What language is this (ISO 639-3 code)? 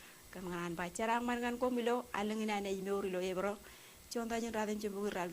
mah